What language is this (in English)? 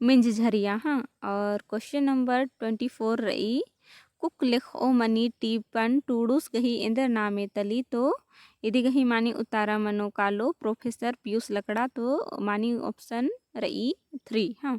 Kurukh